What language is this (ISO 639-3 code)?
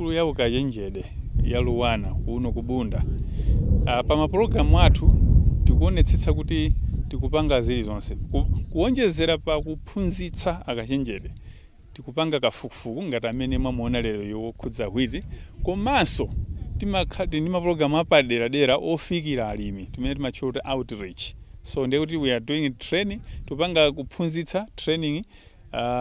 nya